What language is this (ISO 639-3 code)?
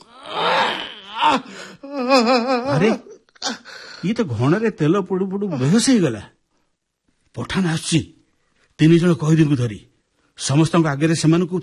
ori